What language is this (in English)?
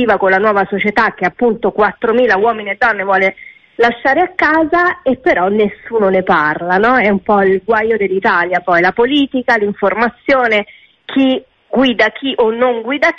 Italian